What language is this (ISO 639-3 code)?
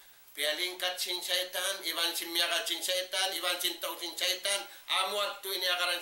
tsg